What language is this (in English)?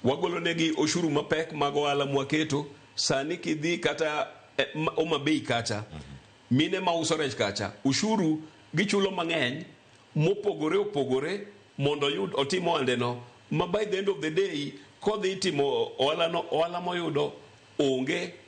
Luo (Kenya and Tanzania)